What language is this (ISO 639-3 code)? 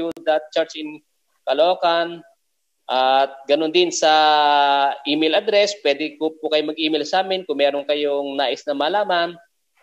fil